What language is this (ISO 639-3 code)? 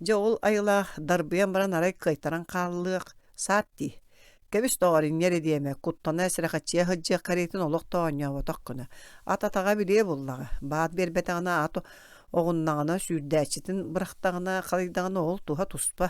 sah